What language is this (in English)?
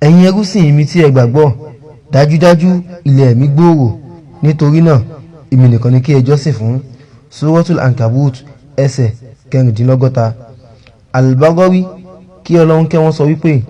Yoruba